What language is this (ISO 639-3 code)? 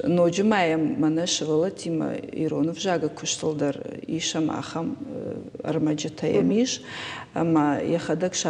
oss